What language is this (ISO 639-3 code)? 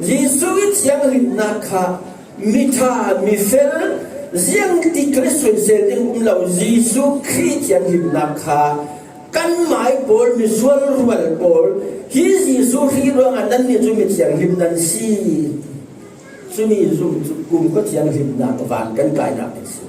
cfm